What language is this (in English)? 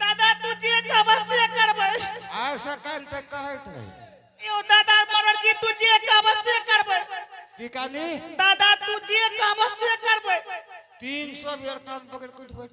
Angika